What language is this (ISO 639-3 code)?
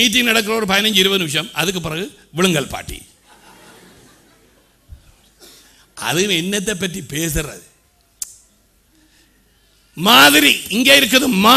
tam